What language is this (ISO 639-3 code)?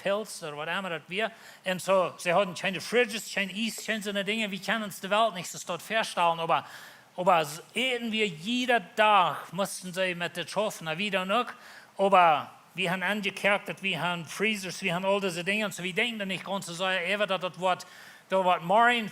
pdt